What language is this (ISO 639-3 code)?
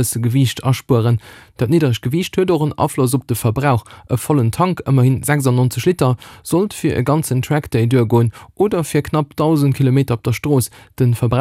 ltz